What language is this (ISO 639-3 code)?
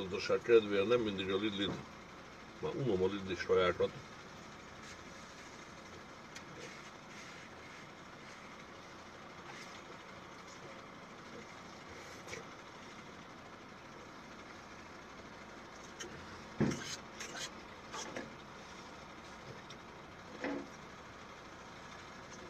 hun